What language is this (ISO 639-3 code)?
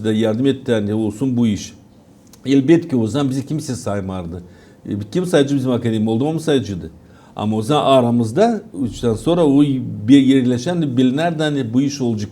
gag